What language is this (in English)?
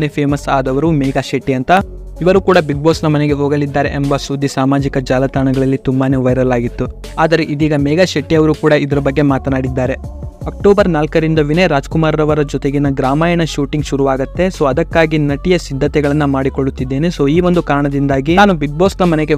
Kannada